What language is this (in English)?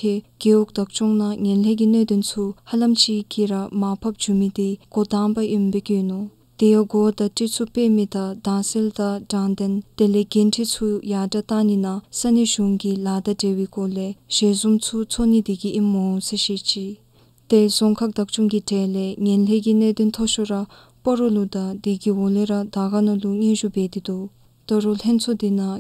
Dzongkha